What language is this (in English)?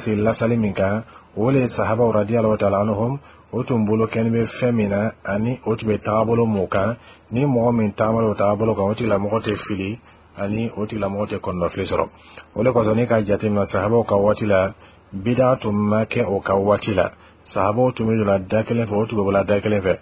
Bambara